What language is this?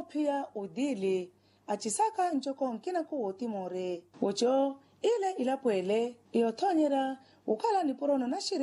Makhuwa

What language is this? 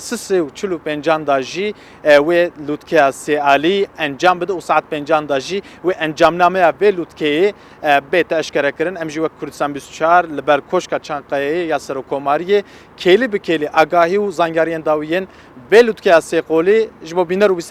Kurdish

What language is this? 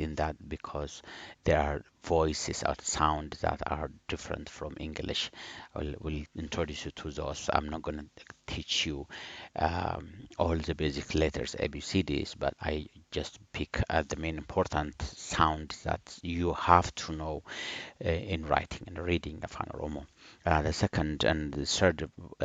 English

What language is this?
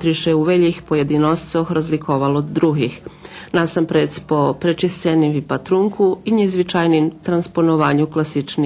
Rusyn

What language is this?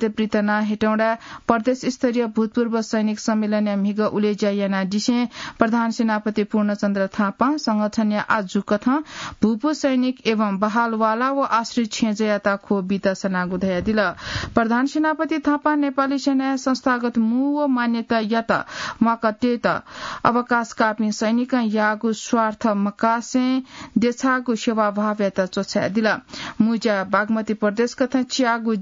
Newari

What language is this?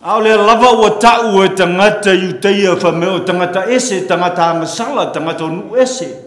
Samoan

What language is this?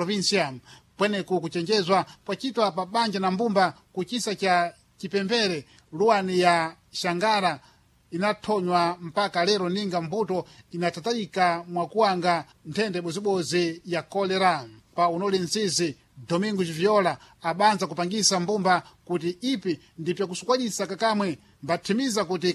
Sena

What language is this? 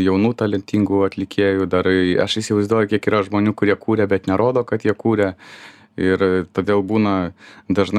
Lithuanian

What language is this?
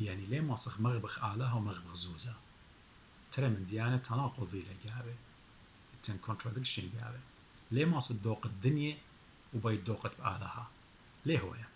Assyrian Neo-Aramaic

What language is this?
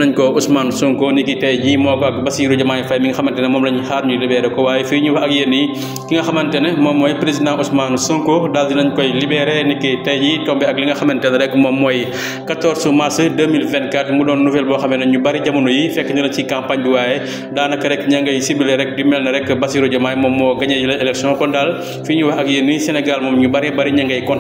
Wolof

